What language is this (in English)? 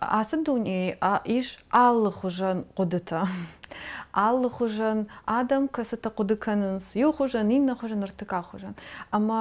Ossetic